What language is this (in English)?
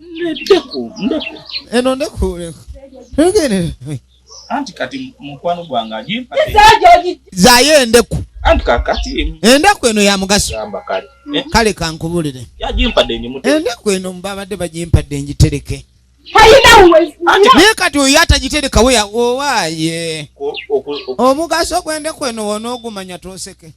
Ganda